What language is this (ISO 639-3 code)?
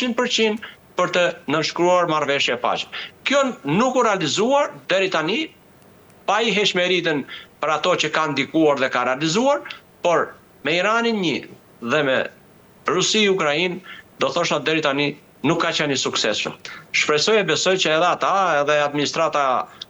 sqi